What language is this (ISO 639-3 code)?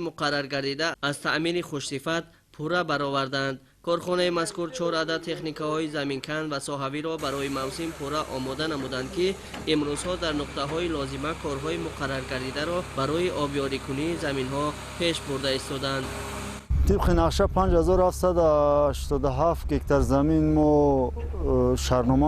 tgk